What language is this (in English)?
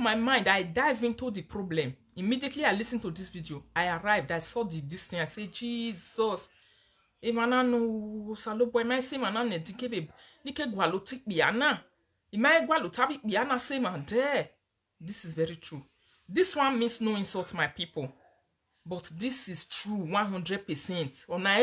Nigerian Pidgin